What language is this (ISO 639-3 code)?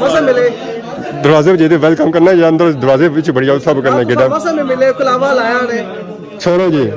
phr